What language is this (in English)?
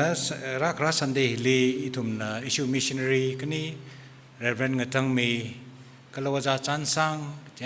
Tangkhul Naga (India)